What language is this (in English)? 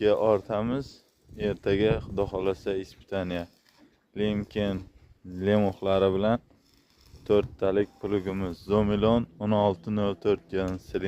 Uzbek